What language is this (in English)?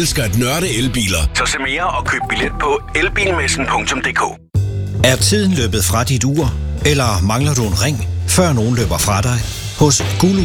Danish